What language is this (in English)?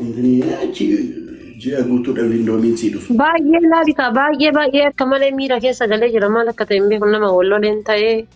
Oromo